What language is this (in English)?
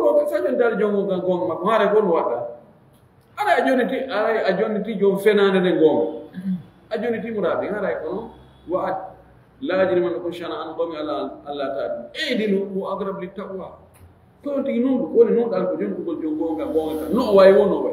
Fula